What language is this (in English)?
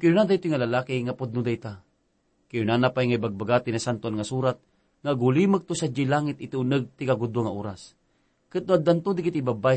Iloko